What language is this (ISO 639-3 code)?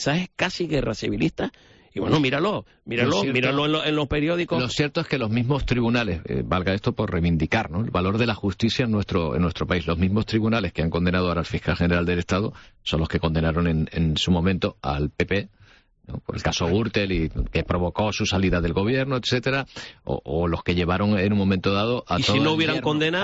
spa